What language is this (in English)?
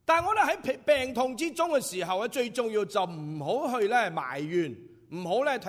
Cantonese